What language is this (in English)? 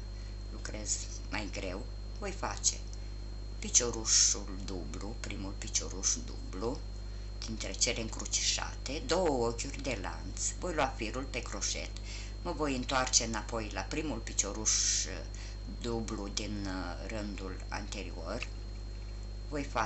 Romanian